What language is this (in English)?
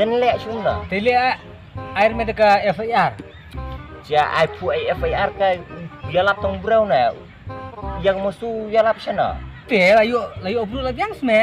Khasi